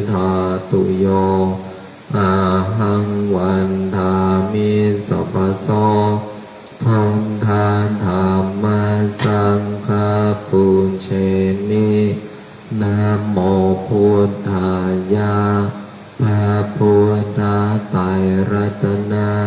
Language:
Pali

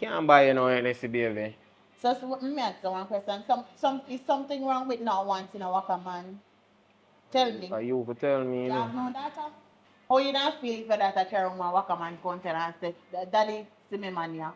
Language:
Jamaican Creole English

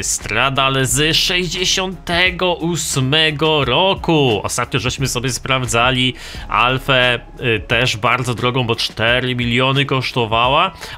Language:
Polish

